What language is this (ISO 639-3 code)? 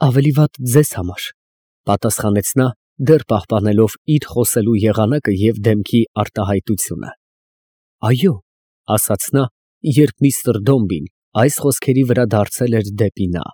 hye